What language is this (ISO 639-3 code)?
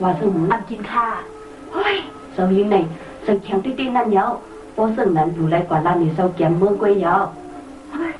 shn